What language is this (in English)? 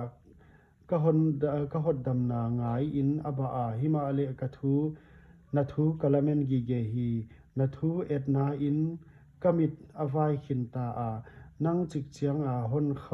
Paite Chin